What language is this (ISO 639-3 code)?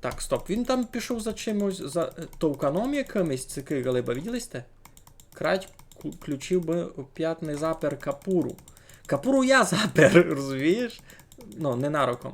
rue